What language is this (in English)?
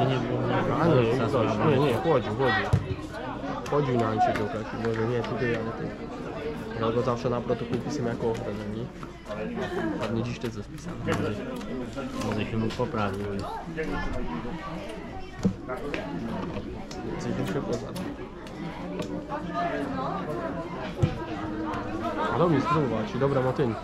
Polish